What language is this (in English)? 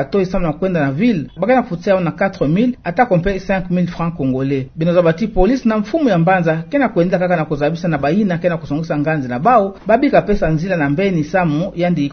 Kituba (Democratic Republic of Congo)